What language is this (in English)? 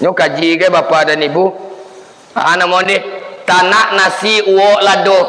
Minangkabau